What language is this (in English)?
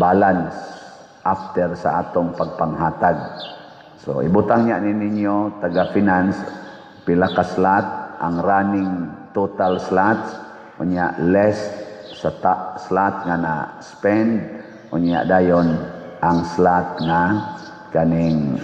Cebuano